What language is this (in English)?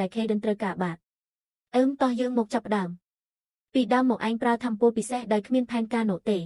Khmer